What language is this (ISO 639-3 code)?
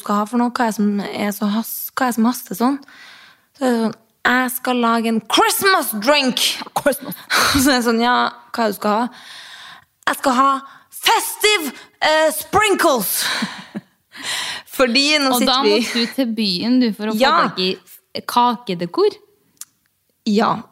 nor